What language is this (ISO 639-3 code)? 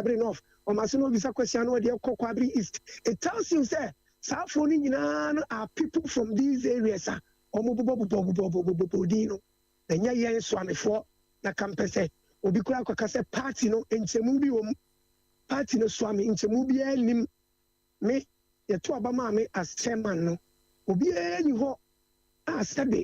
aka